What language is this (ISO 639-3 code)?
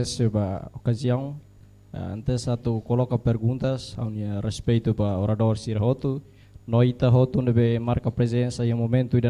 tet